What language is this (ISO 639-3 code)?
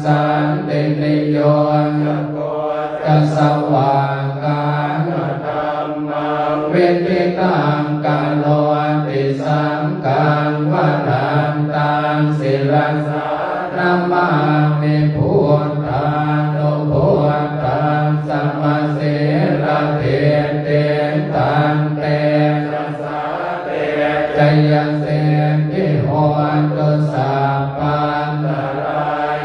pli